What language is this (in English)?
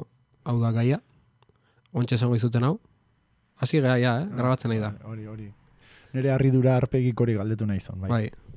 Basque